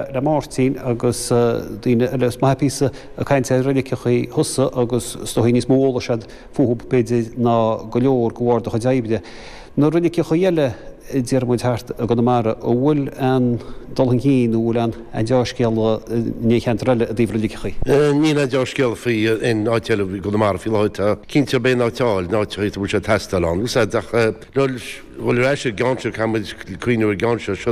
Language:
Irish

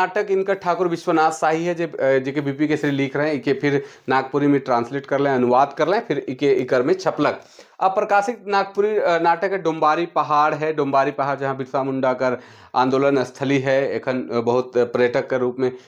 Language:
Sadri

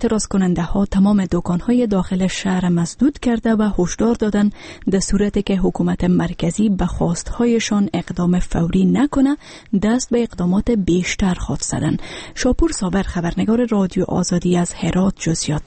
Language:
Persian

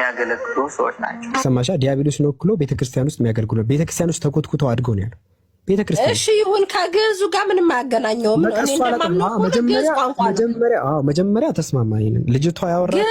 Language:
Amharic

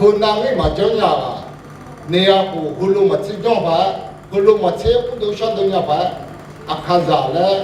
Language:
Akha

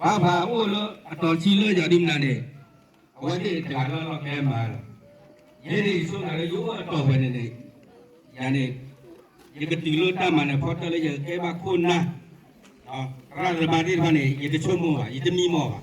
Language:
S'gaw Karen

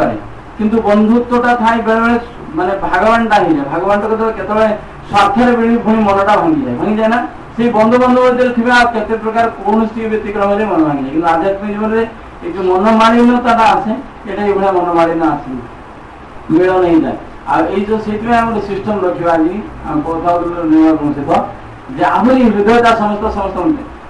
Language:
Odia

